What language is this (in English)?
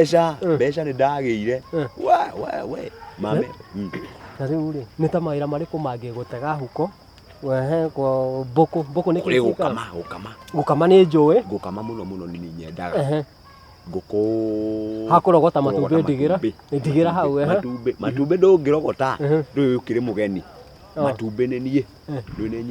Kikuyu